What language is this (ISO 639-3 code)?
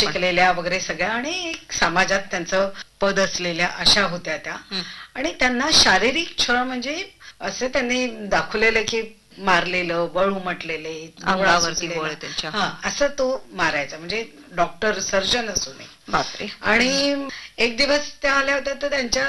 mar